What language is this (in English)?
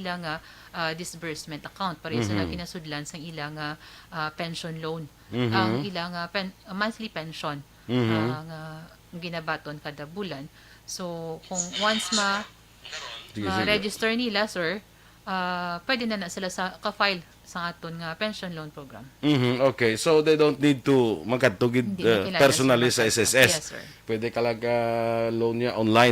Hiligaynon